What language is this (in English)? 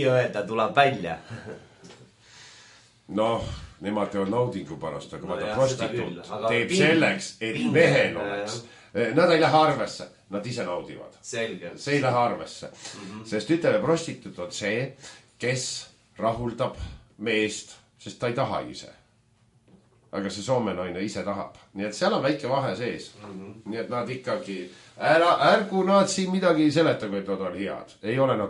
Estonian